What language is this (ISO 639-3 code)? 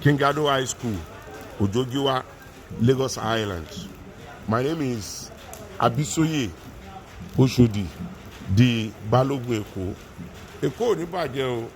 yor